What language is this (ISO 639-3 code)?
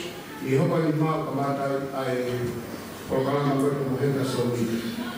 ton